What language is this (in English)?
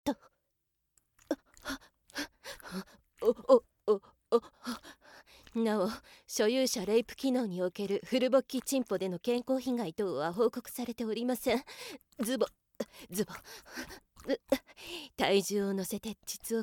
Japanese